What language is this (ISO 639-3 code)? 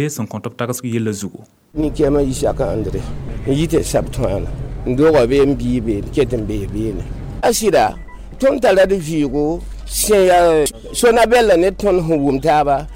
mos